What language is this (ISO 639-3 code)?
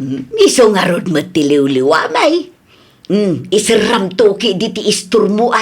ilo